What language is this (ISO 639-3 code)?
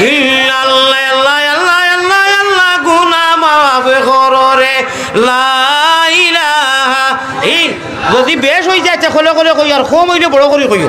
syl